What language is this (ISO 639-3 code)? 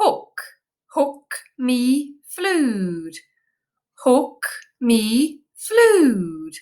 gla